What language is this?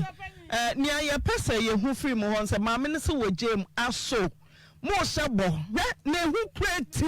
Akan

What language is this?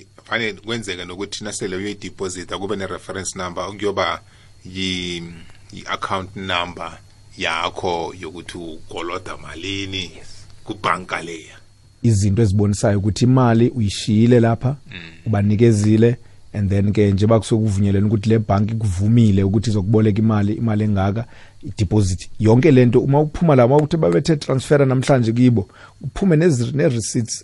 South Ndebele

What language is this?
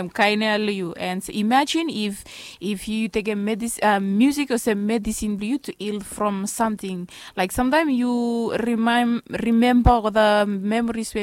Bislama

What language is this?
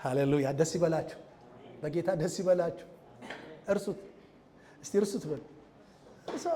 Amharic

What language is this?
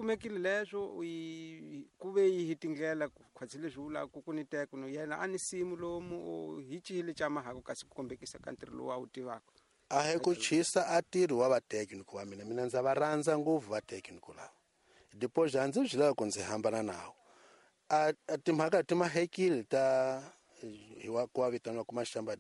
Tsonga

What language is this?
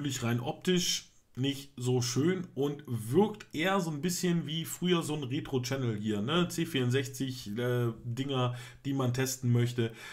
German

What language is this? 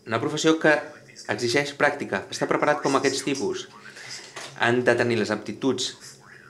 Catalan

